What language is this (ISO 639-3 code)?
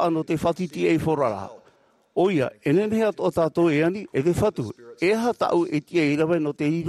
tah